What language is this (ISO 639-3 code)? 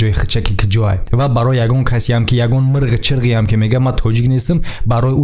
tgk